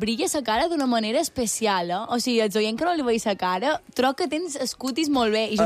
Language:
Catalan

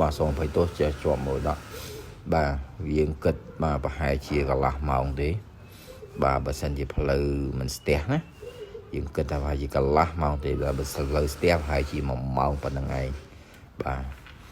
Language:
Khmer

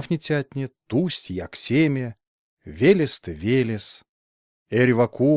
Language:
Erzya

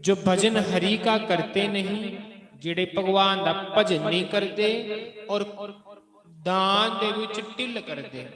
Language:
Dogri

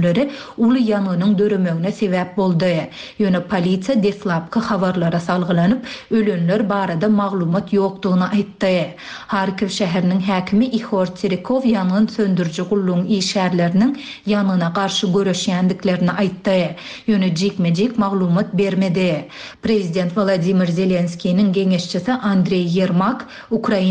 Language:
Turkmen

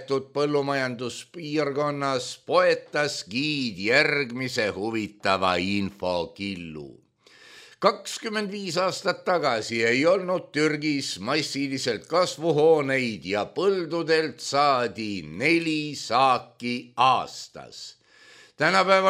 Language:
Estonian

